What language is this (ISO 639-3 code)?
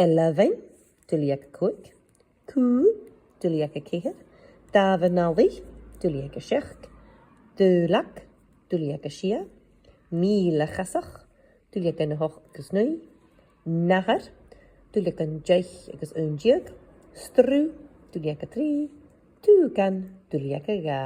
gla